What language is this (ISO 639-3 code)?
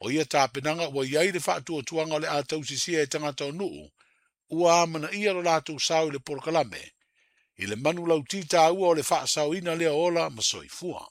smo